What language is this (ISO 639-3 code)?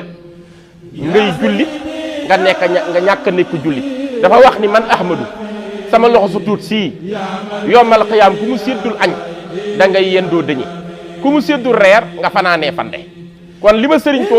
wol